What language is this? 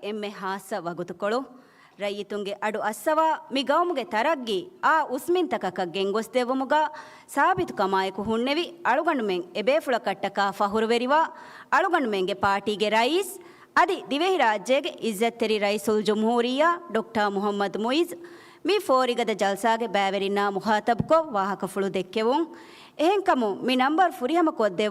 Divehi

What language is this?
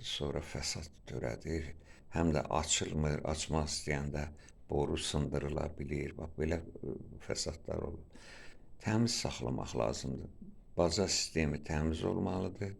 Azerbaijani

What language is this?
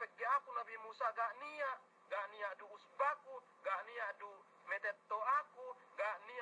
Yakan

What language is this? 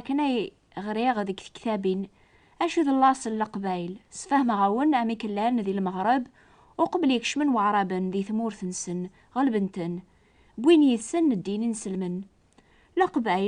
Kabyle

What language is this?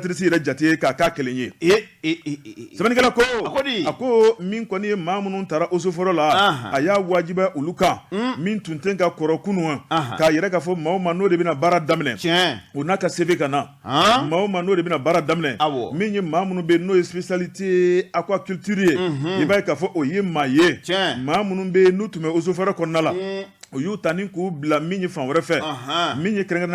Bambara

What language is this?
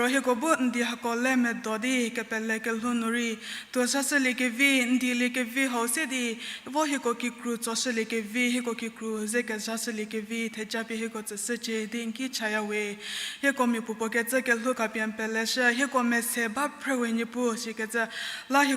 Angami Naga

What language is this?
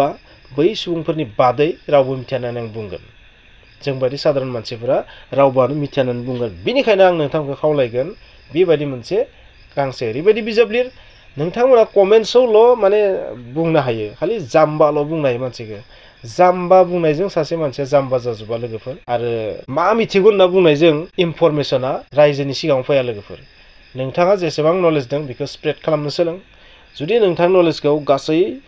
Bodo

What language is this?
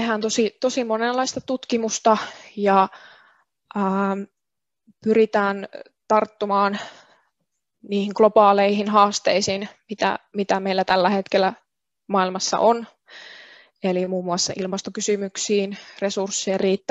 Finnish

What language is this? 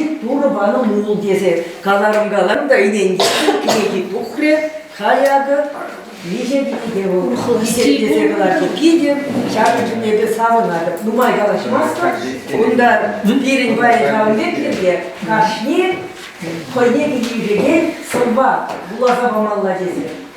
Chuvash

